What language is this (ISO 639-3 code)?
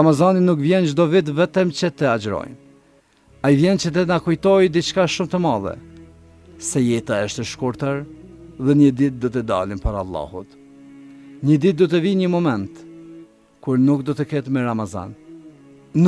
sqi